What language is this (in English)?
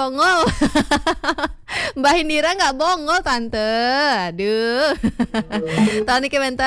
Balinese